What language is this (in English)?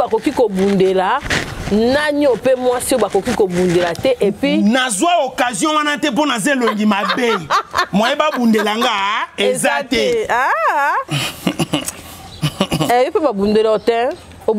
Lingala